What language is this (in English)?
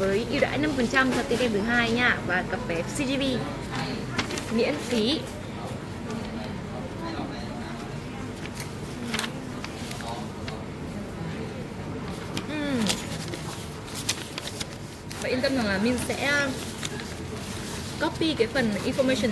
Vietnamese